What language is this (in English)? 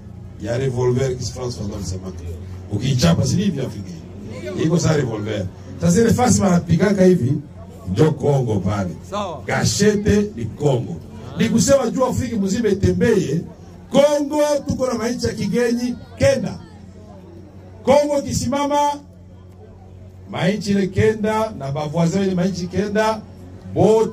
Swahili